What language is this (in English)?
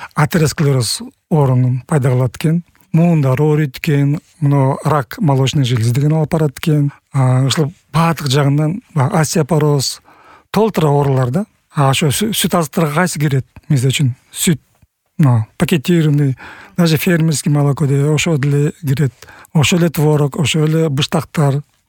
Kyrgyz